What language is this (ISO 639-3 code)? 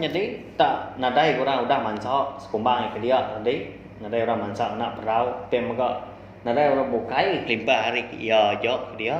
iba